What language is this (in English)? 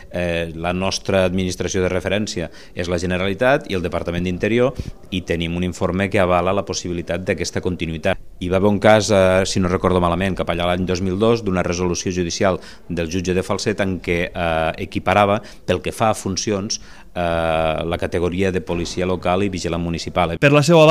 Catalan